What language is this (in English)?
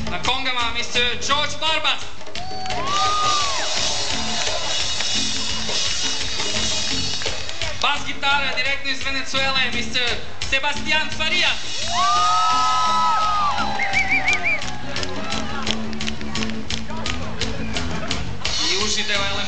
Serbian